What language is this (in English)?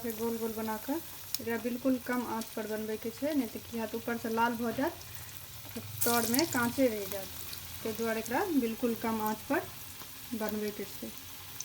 Maithili